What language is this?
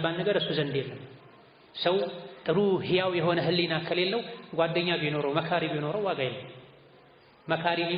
Amharic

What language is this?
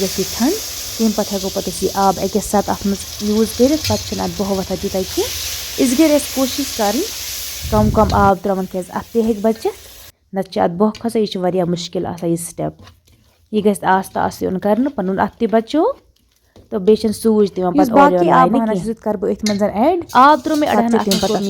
Kashmiri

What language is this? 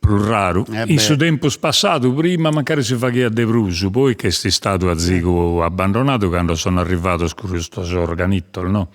Sardinian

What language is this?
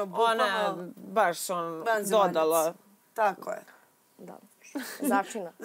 Serbian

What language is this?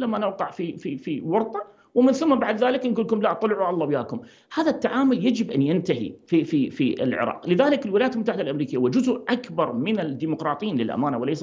Mesopotamian Arabic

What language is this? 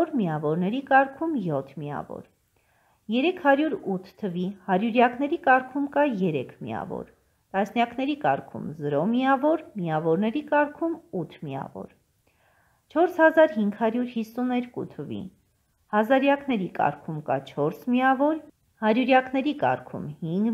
Armenian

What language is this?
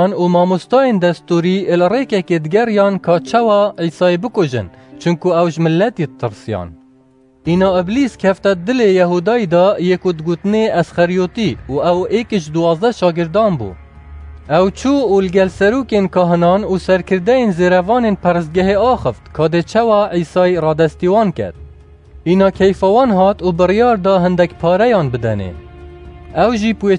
Kurdish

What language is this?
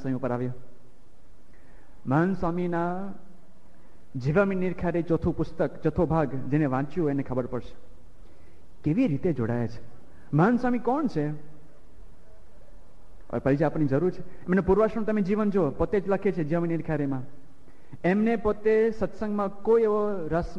Gujarati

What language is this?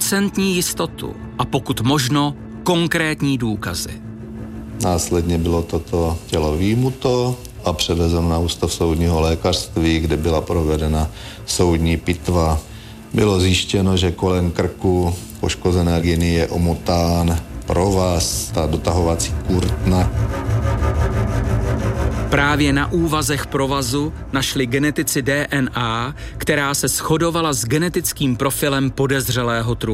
Czech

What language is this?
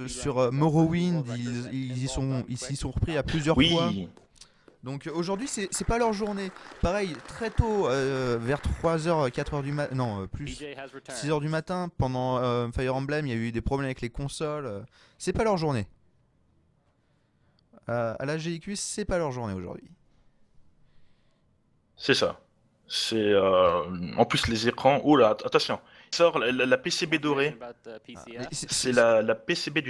French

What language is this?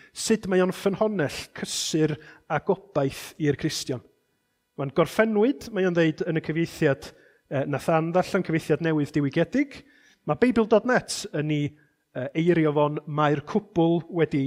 Welsh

